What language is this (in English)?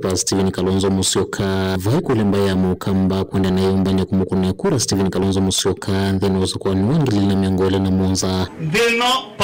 Kamba